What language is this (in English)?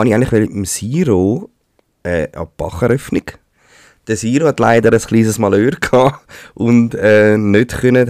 Swiss German